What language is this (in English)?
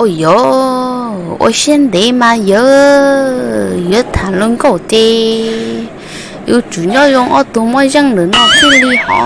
Hmong